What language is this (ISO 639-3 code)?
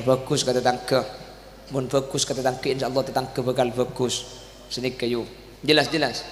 mad